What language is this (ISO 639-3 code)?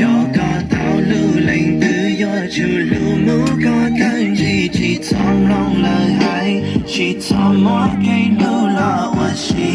hmn